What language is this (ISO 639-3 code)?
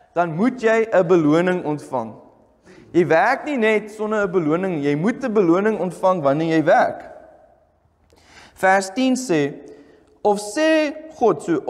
afr